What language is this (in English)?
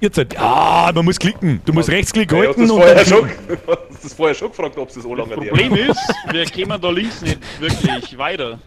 Bavarian